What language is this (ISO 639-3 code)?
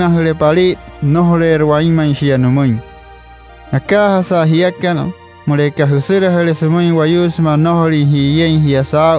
guc